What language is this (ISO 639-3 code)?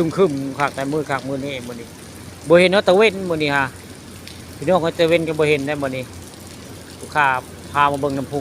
tts